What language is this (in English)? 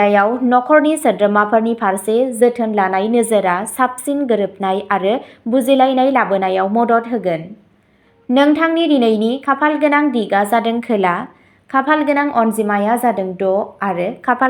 Bodo